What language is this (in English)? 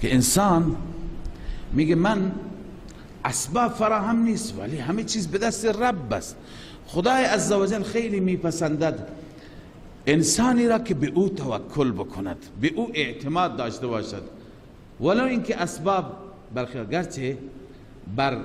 Persian